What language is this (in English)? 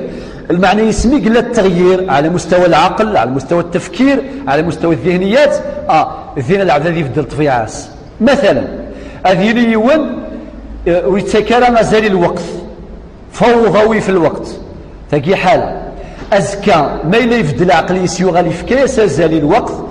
Kabyle